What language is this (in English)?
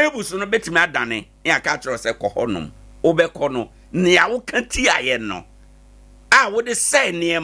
Akan